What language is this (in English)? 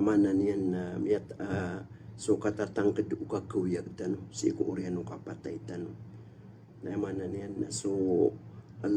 Maranao